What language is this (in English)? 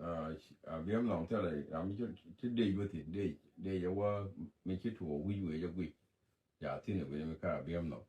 Nuer